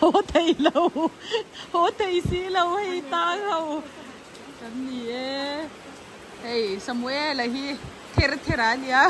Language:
Mizo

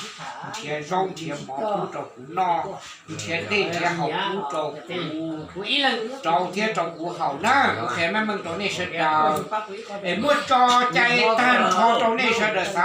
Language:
Hmong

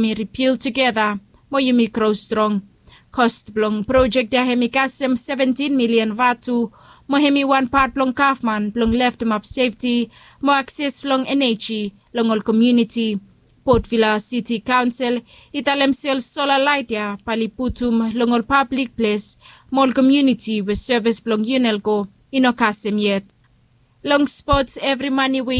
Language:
Bislama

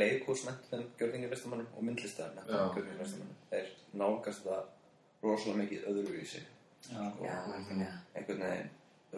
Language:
Icelandic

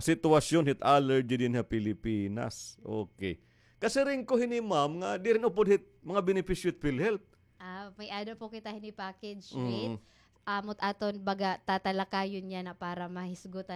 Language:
Waray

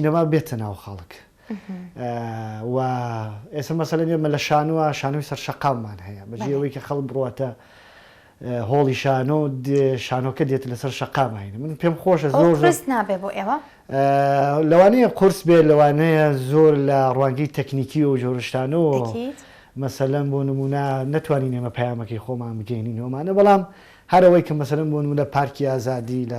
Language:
Central Kurdish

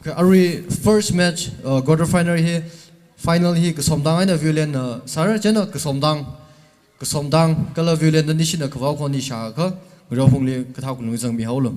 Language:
Tangkhul Naga (India)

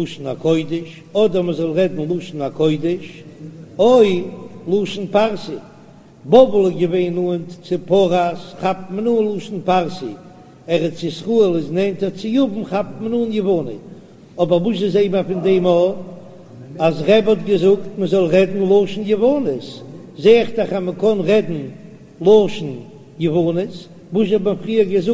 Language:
Yiddish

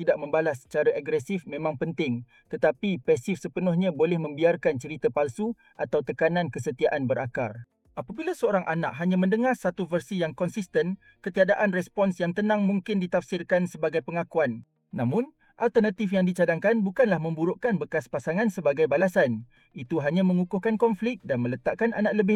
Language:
Malay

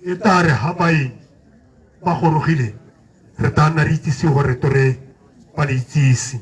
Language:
Tswana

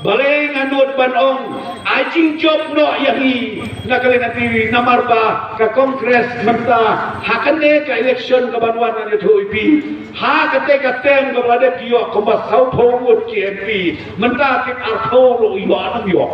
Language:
Khasi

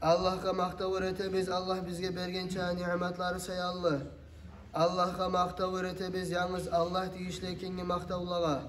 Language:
Kumyk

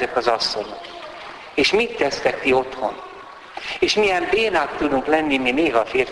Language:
Hungarian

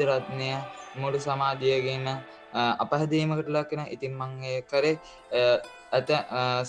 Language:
Sinhala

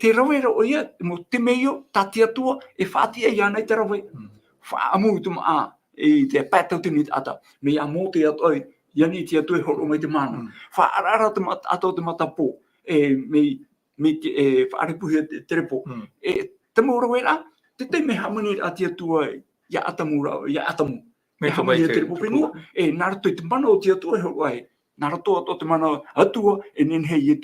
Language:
Tahitian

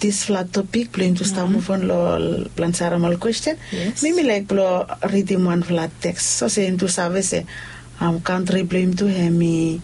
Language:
Bislama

